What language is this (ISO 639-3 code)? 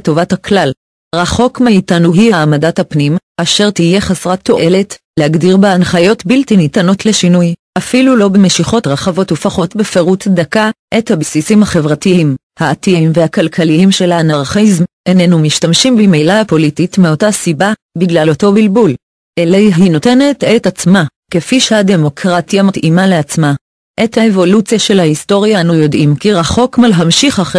heb